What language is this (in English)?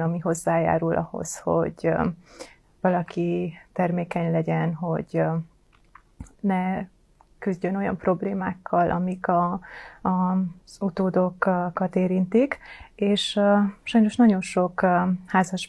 Hungarian